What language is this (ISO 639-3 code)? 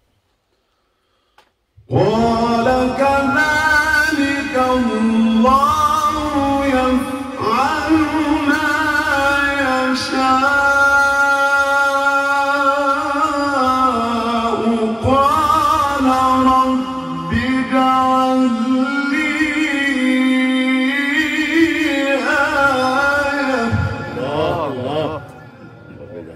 ara